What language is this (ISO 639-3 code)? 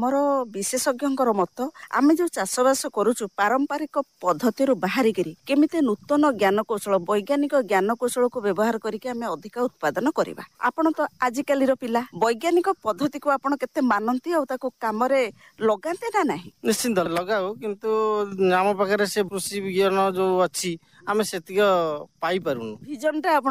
ori